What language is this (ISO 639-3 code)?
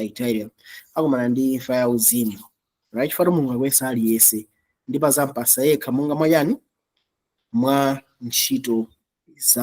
nya